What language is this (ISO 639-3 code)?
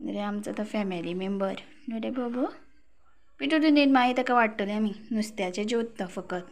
kok